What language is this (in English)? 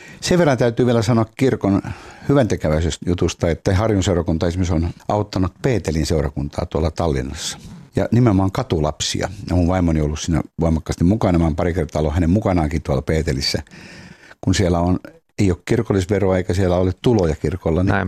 Finnish